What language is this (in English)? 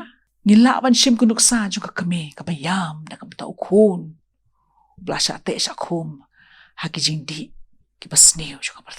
Khasi